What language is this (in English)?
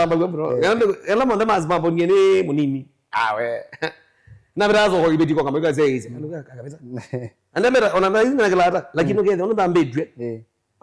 Kamba